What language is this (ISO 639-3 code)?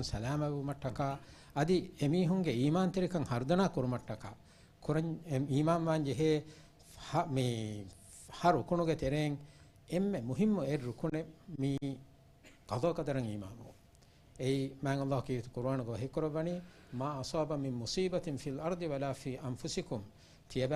div